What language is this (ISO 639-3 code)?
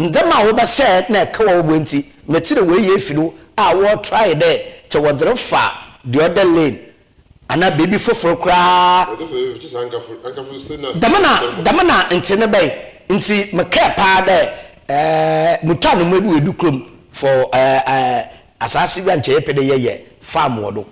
aka